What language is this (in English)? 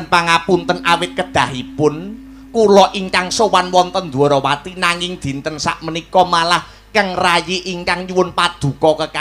Javanese